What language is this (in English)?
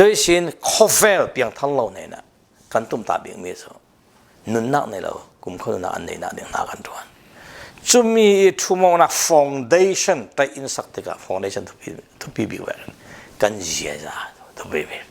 Falam Chin